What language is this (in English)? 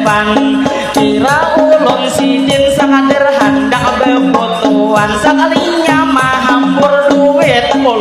Banjar